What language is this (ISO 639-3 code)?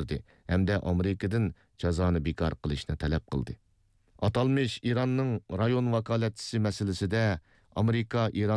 uig